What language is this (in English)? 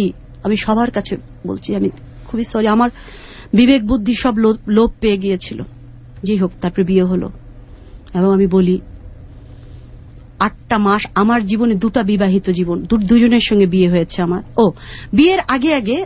Bangla